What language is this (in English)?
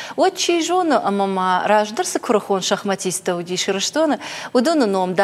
Ossetic